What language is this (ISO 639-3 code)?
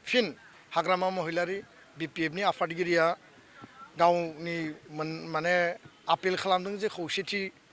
brx